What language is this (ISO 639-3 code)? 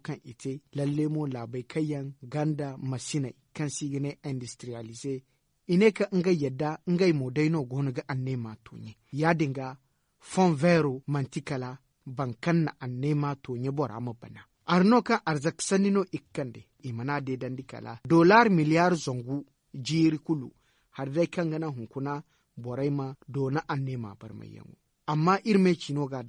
dje